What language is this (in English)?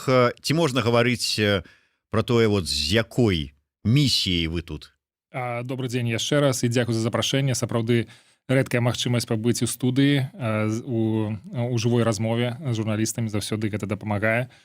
Belarusian